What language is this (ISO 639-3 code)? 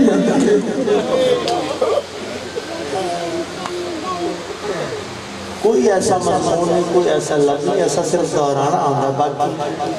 urd